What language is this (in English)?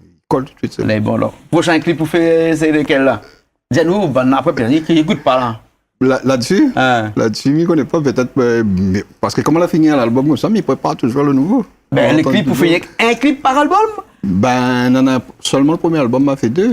Réunion Creole French